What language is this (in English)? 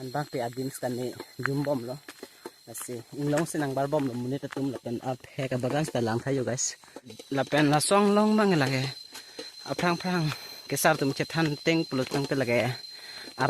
Karbi